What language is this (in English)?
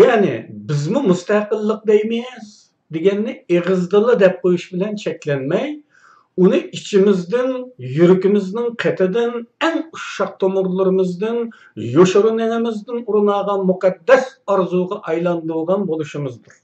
Uyghur